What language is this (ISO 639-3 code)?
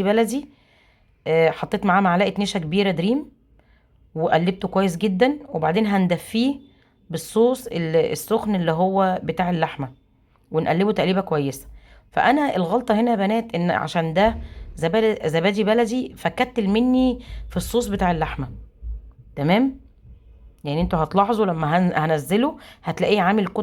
arz